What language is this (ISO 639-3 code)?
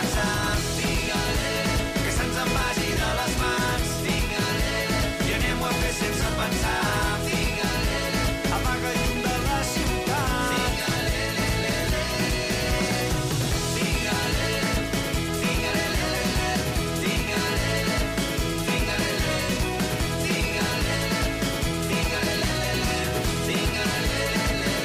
cat